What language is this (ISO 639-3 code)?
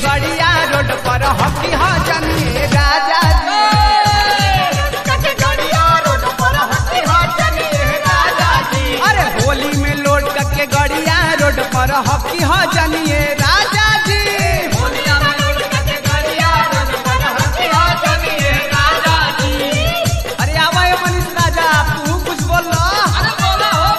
bho